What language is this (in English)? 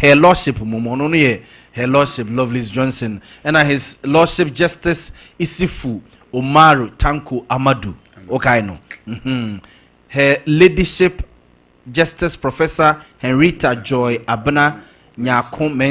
Akan